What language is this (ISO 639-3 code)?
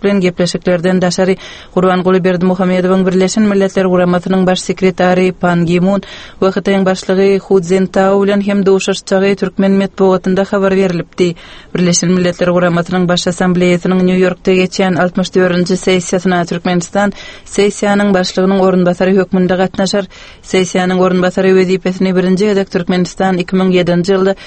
tuk